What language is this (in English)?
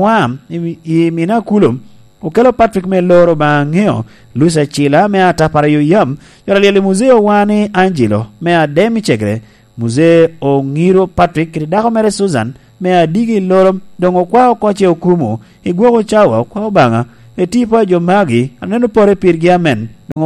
Lango (Uganda)